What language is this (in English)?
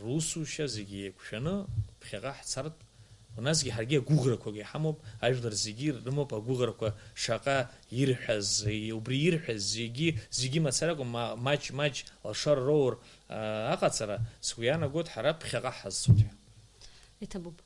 Abkhazian